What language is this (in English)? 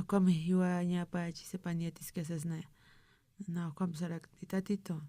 Aymara